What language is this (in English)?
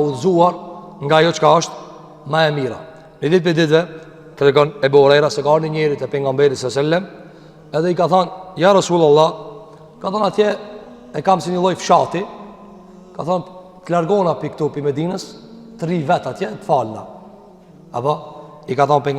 Albanian